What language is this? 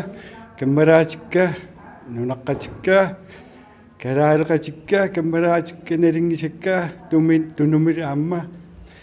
Kalaallisut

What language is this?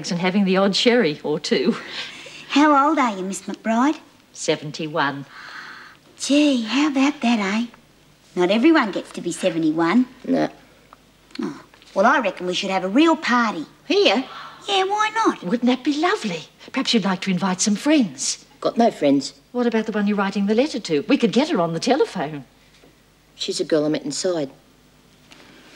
English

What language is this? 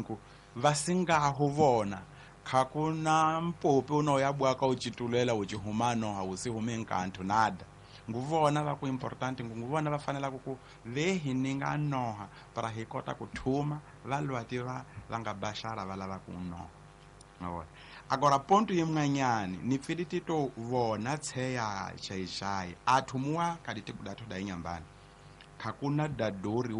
Tsonga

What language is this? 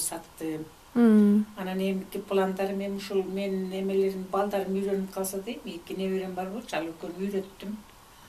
Kyrgyz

